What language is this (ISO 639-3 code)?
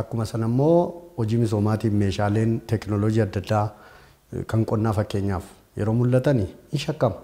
orm